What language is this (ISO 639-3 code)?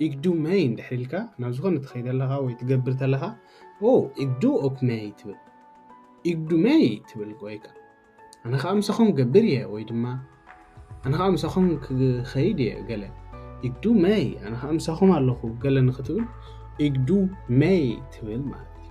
tir